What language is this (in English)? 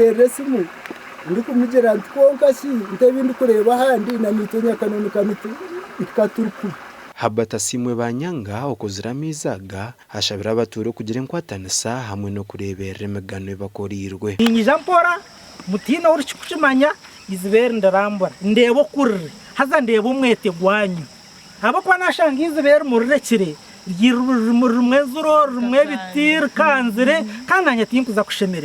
Nyankole